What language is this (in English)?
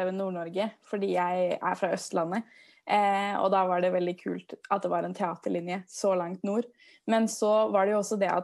Norwegian